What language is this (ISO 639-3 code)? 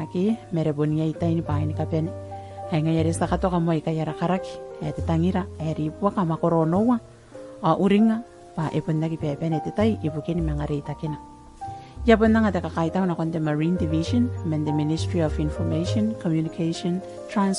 gil